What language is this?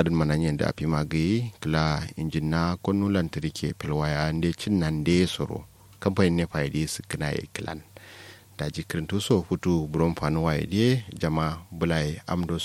Kanuri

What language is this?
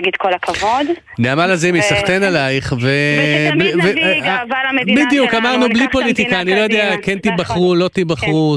Hebrew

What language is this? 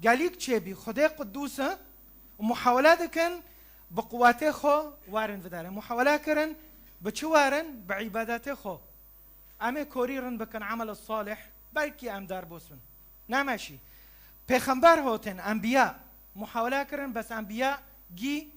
Kurdish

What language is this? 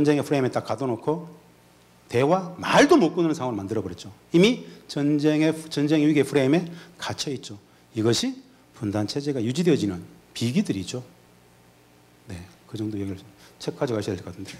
Korean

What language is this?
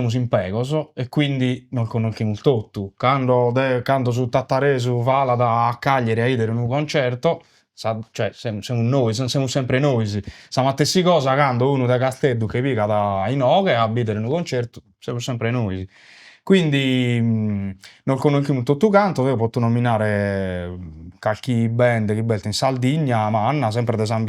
Sardinian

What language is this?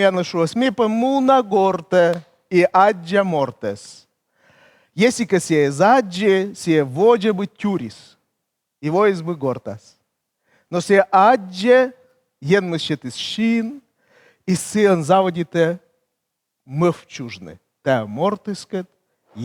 Komi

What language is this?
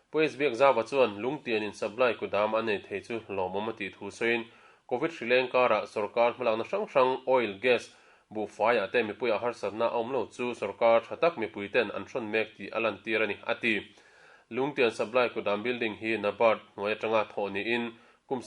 Mizo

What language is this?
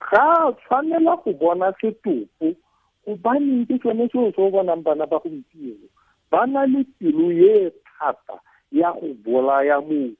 Tswana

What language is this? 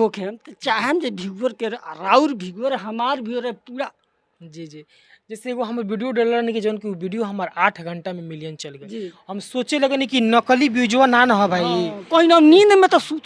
Bhojpuri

